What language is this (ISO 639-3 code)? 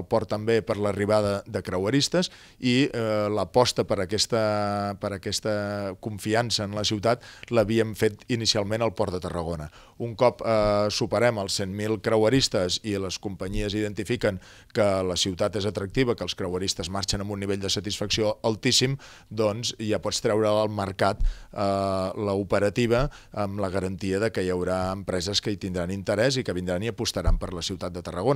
cat